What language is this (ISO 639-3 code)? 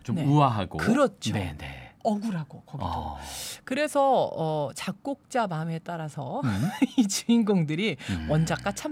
kor